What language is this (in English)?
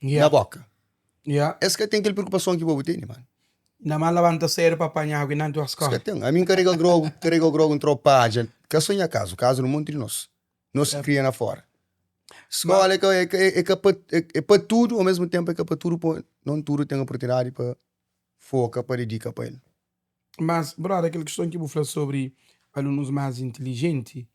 Kabuverdianu